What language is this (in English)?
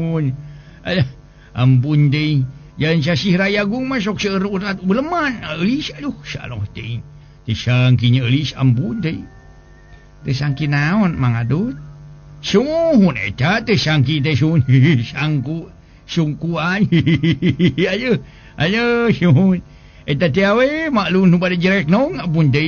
Sundanese